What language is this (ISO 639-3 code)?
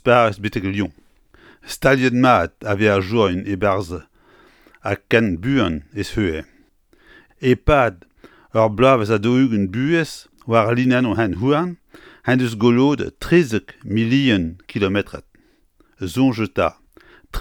bre